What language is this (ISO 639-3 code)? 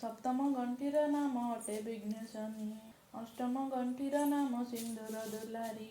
ori